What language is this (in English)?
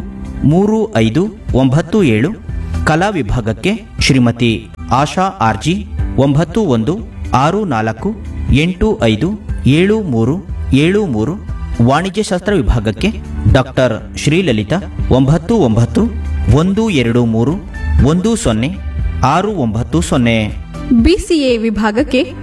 Kannada